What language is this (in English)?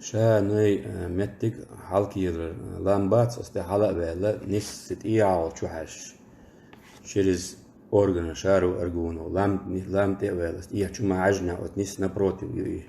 Chechen